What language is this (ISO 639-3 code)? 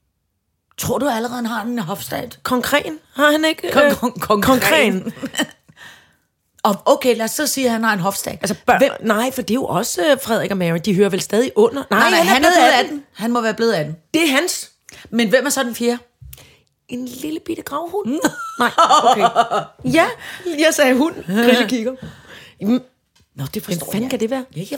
dan